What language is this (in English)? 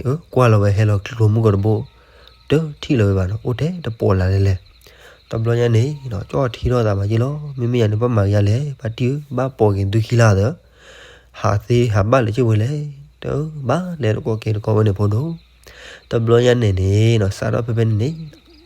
S'gaw Karen